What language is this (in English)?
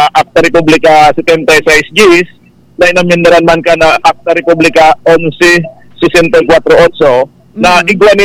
Bikol